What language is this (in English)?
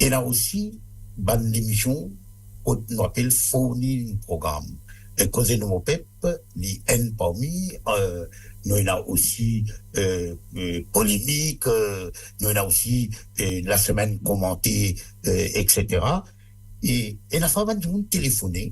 Morisyen